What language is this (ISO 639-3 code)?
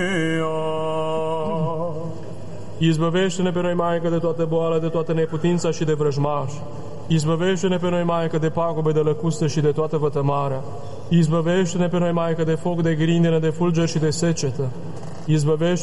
ron